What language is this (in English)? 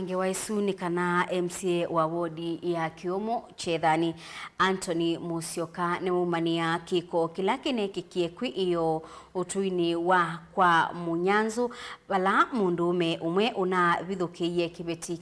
Kamba